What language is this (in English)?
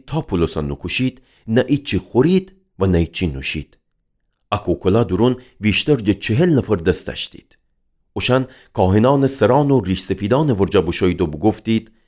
Gilaki